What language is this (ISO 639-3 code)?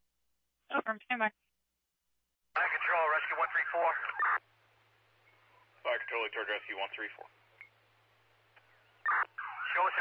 eng